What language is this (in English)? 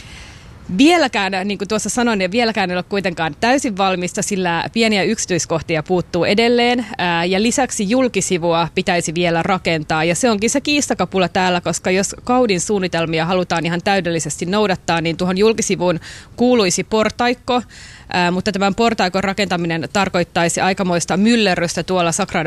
Finnish